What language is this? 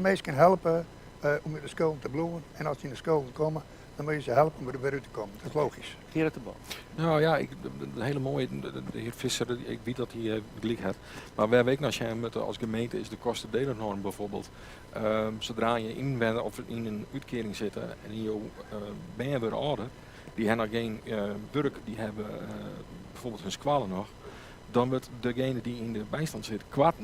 Western Frisian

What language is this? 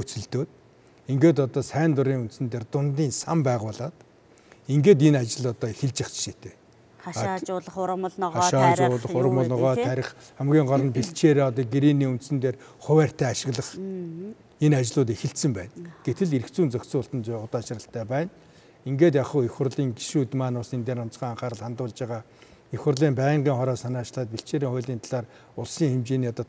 Mongolian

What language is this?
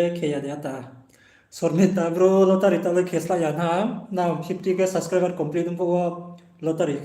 Riang (India)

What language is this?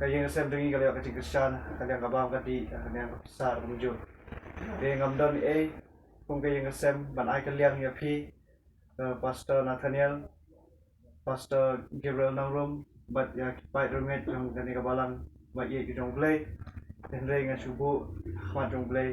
Khasi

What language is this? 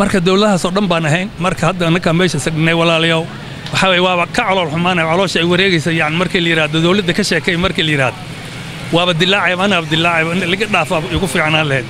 Somali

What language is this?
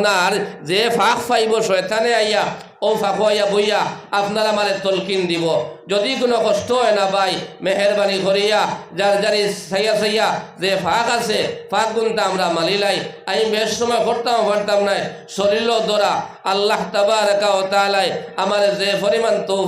Sylheti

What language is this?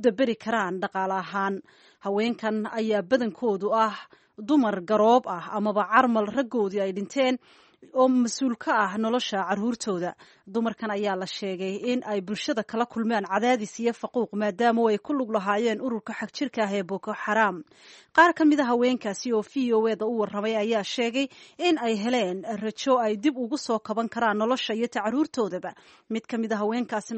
Somali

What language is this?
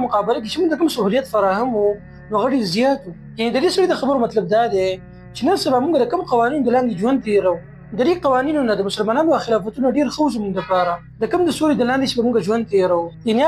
Pashto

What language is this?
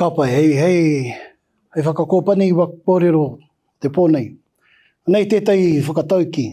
Māori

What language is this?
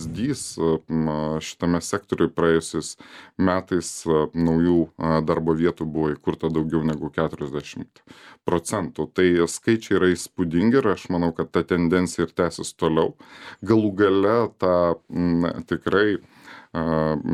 Lithuanian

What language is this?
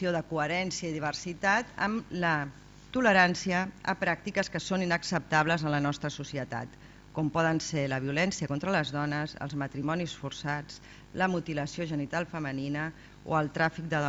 Catalan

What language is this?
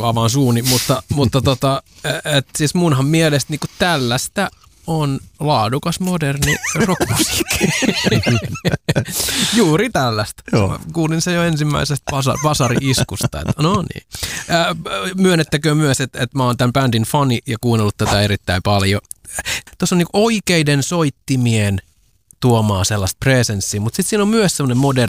Finnish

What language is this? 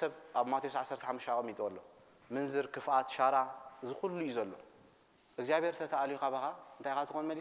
Tigrinya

